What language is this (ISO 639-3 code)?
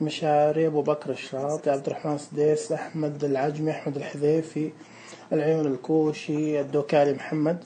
ars